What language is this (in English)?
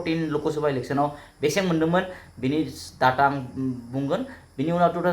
Bodo